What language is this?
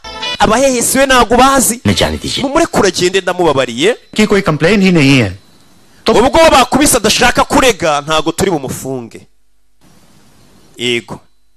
Kinyarwanda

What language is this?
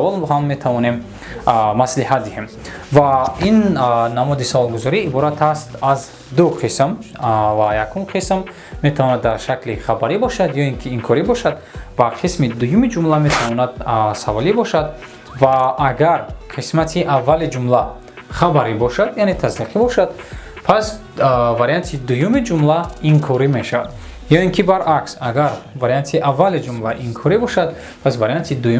Tajik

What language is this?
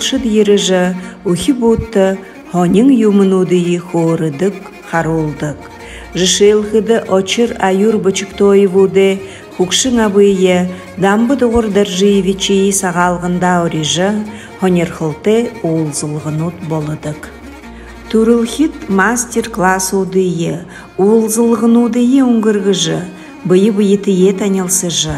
Buriat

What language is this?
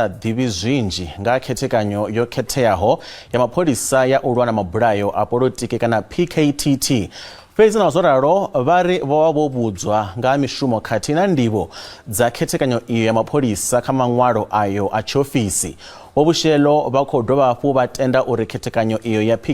Venda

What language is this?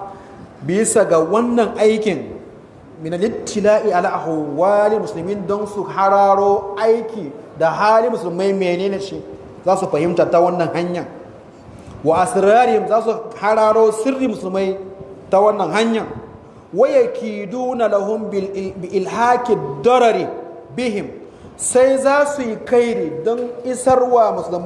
Hausa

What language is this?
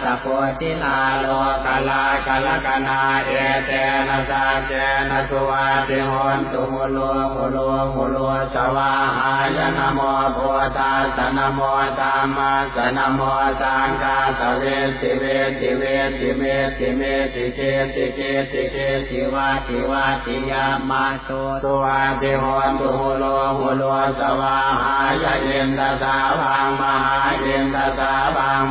Pali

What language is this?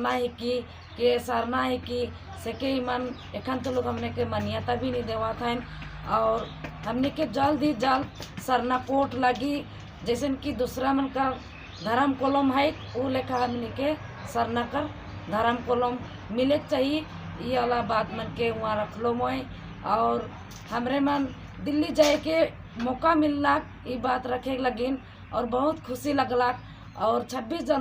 Sadri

